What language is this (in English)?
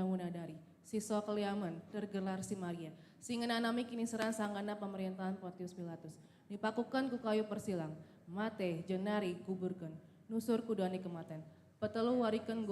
Batak Karo